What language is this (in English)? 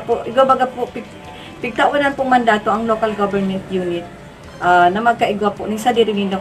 Bikol